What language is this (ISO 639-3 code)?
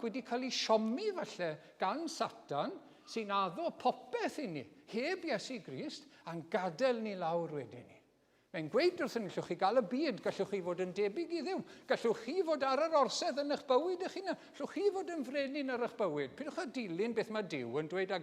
cym